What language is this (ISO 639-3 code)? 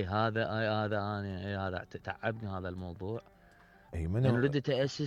acm